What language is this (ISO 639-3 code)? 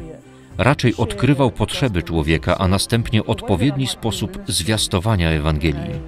pol